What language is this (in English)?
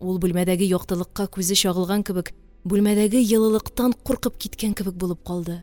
Tatar